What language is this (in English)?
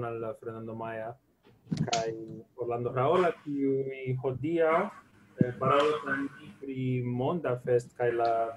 Esperanto